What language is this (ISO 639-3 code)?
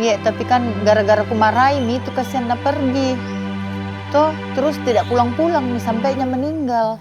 mfp